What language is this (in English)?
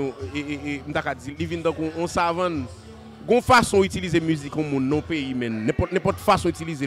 Haitian Creole